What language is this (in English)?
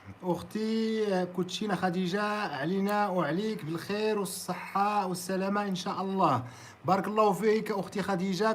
Moroccan Arabic